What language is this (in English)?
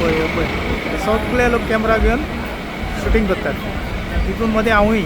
Konkani